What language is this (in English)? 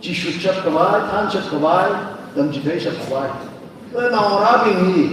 Tangkhul Naga (India)